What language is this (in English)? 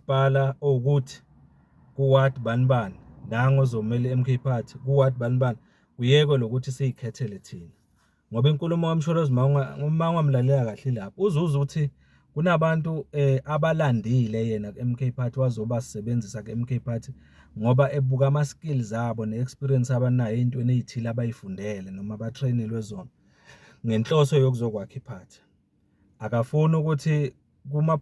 Zulu